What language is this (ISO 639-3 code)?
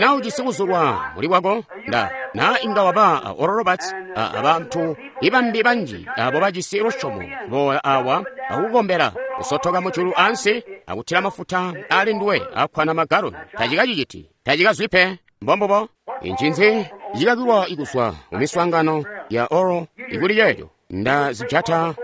toi